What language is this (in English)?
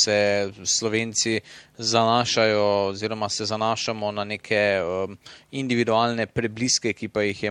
Slovenian